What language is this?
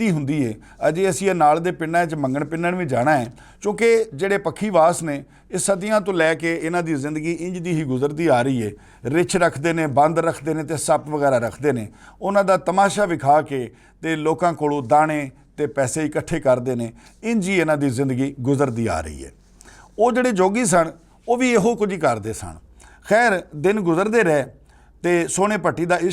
Western Panjabi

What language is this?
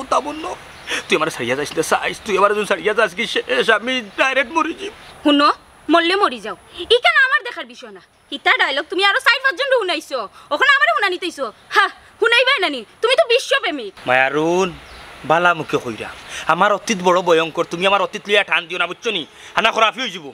Sylheti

